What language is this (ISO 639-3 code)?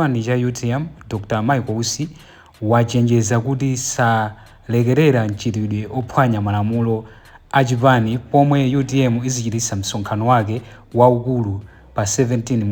nya